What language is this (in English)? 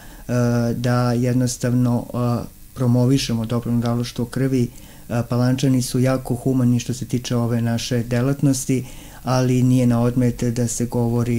Serbian